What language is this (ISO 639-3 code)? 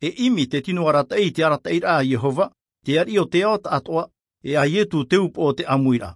tah